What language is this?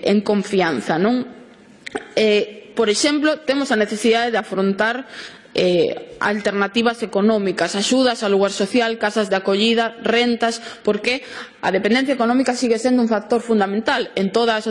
Galician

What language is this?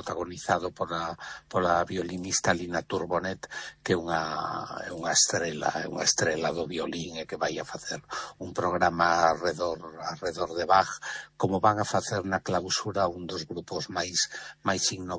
Galician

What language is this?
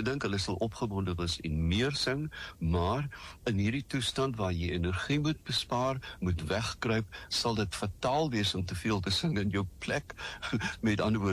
Afrikaans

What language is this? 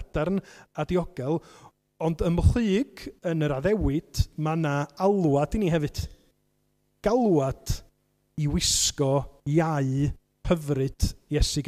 Welsh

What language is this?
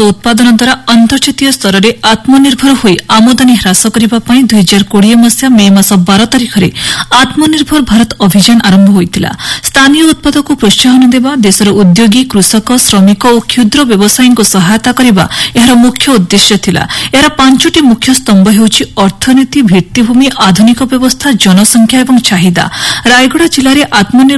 Odia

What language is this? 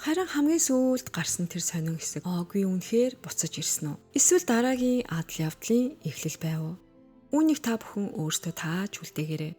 Mongolian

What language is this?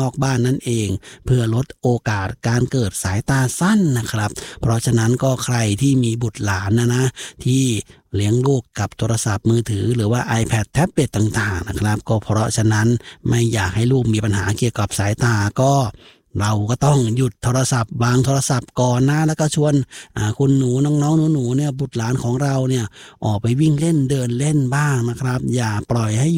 Thai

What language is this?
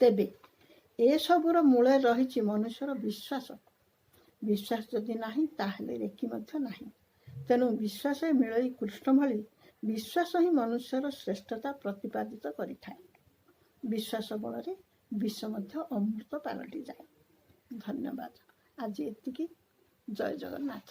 Odia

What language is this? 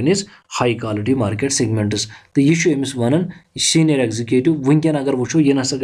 Kashmiri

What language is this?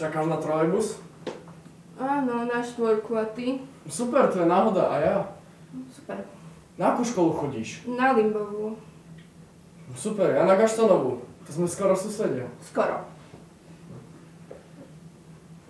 Slovak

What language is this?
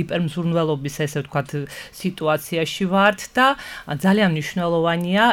Georgian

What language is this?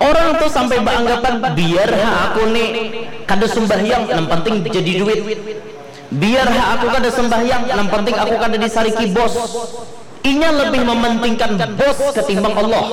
Banjar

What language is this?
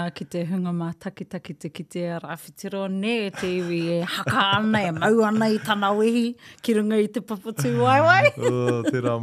Māori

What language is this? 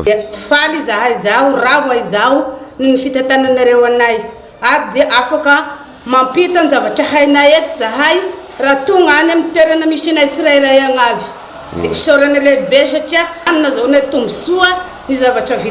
Malagasy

